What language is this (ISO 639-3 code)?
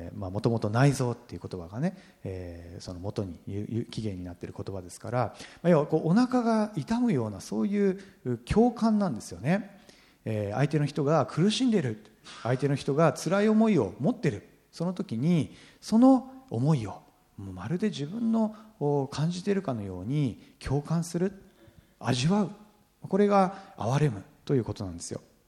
jpn